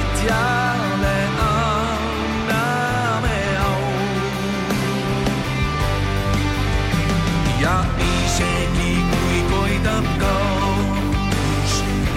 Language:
Estonian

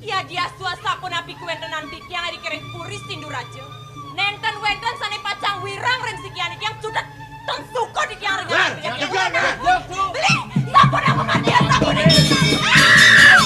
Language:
Balinese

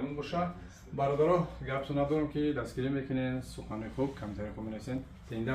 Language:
Tajik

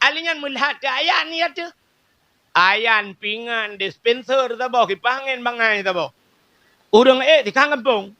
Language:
Achinese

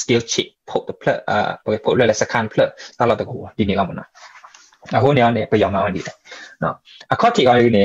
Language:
S'gaw Karen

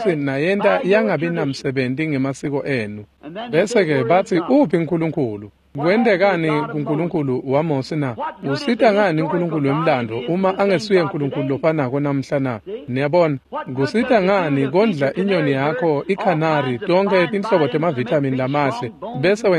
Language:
Swati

